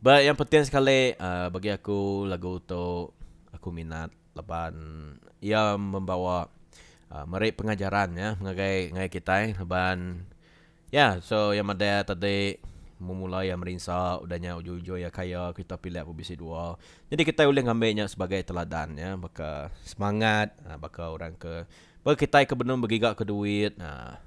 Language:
Iban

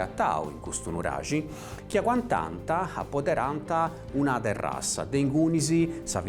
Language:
Sardinian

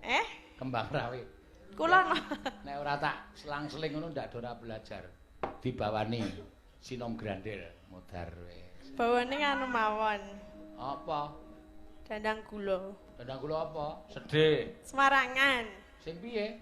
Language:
Javanese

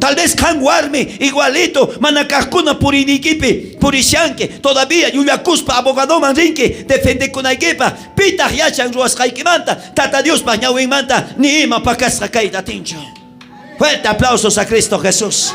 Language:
South Bolivian Quechua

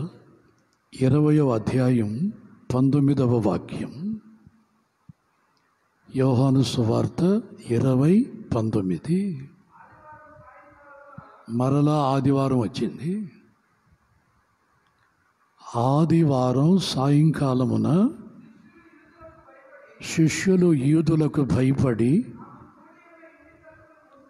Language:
Telugu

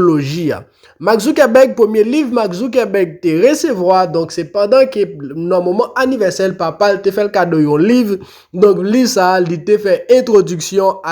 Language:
Haitian Creole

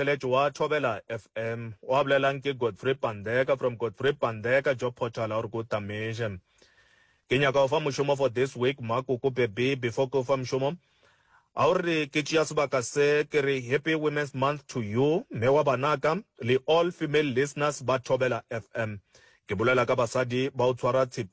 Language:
Northern Sotho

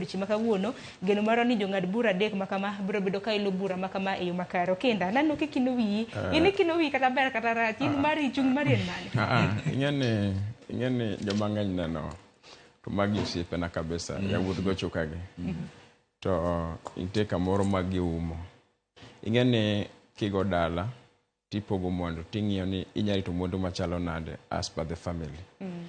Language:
Luo (Kenya and Tanzania)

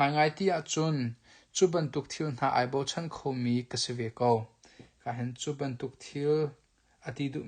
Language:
Hakha Chin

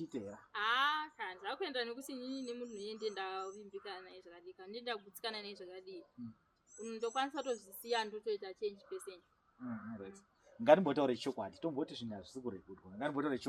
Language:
Shona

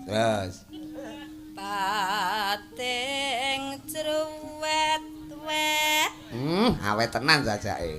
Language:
Javanese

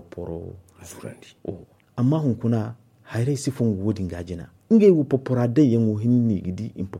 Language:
Zarma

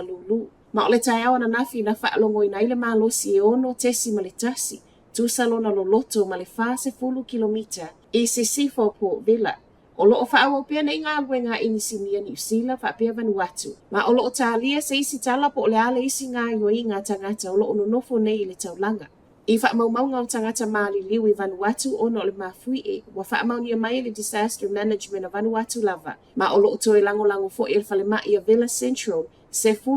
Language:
Samoan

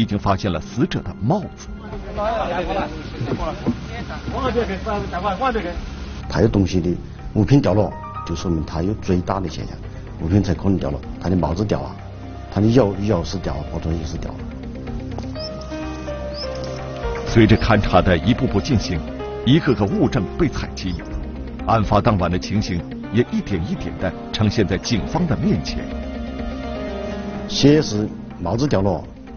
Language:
Chinese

